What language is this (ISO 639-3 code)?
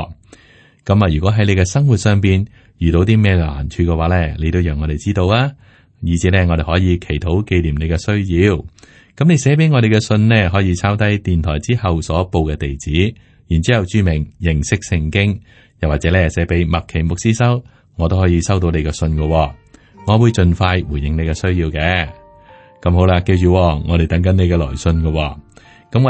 yue